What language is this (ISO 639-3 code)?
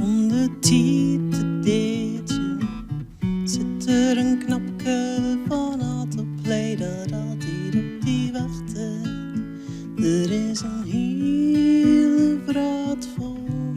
fry